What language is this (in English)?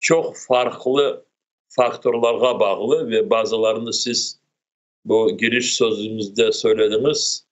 Crimean Tatar